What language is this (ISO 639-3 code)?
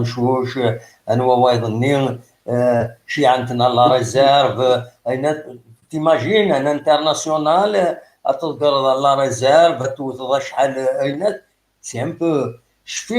kab